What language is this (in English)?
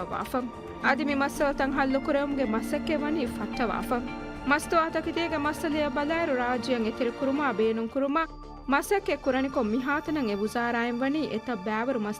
Divehi